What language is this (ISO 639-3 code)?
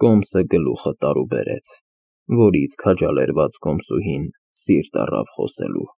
hye